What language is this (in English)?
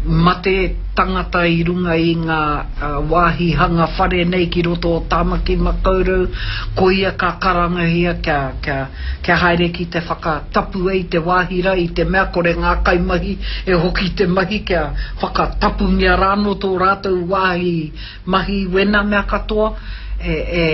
Māori